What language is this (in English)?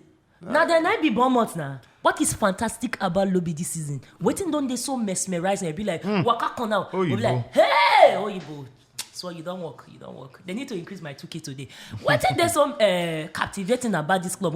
Nigerian Pidgin